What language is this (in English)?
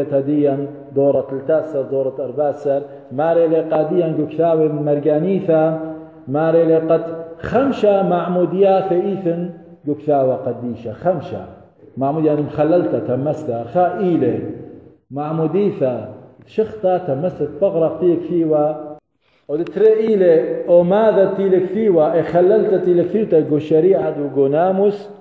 Assyrian Neo-Aramaic